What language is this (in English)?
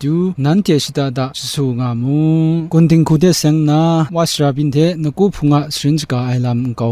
Kachin